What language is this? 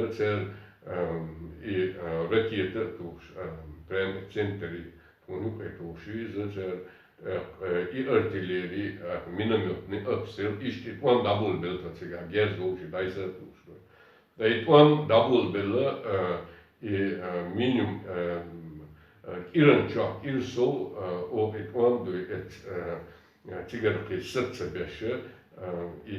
Chechen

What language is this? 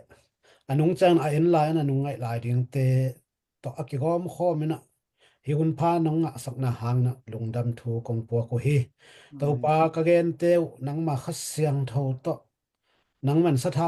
Tedim Chin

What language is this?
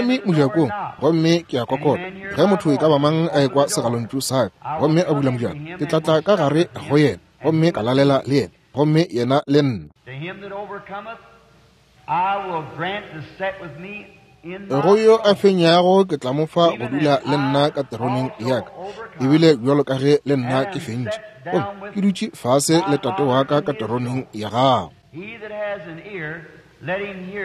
Northern Sotho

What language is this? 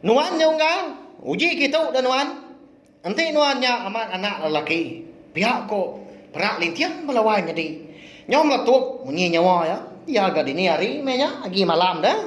Iban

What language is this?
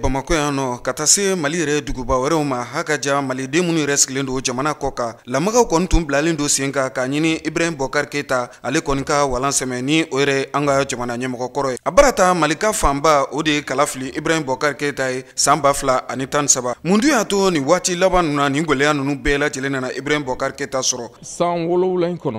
Bambara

